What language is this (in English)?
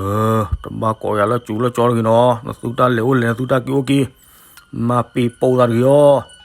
S'gaw Karen